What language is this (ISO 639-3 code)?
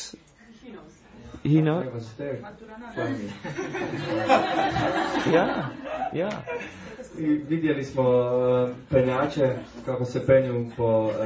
hrv